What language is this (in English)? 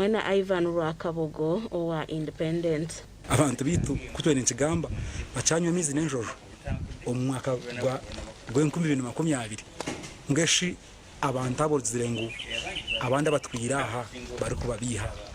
Nyankole